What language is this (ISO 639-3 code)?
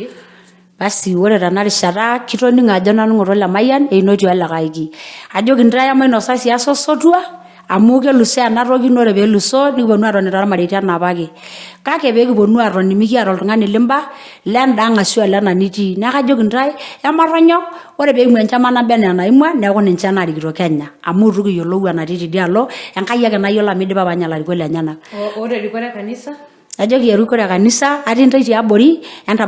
mas